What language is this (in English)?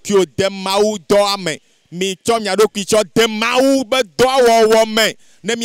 Ewe